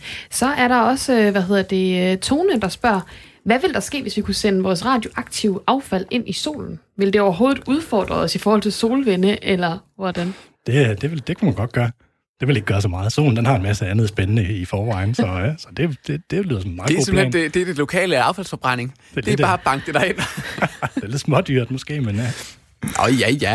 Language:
Danish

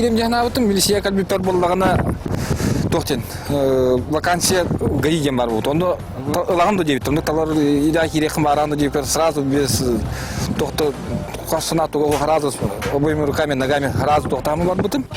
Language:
Yakut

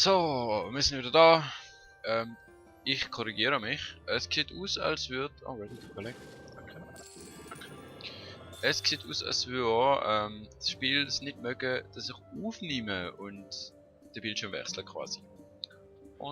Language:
Swiss German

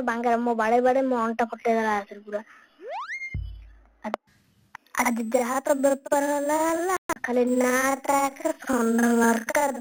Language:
Odia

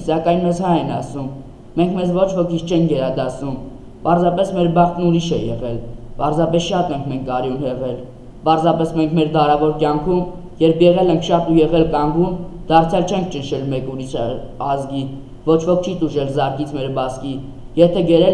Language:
Armenian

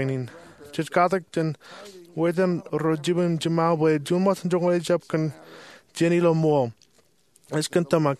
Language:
Marshallese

